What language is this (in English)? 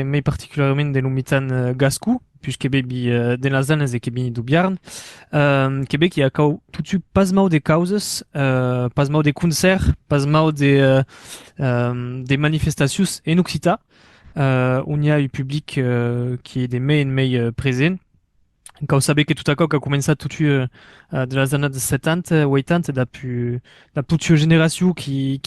Occitan